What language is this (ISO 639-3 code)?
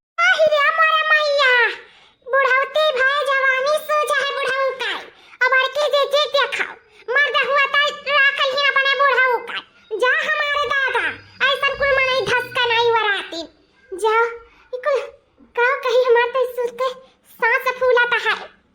awa